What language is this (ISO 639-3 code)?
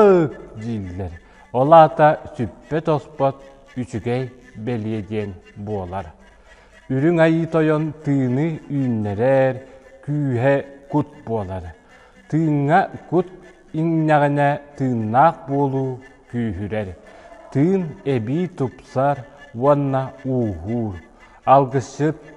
sah